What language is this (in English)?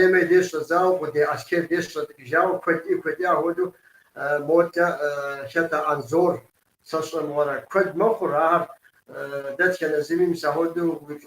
Kabardian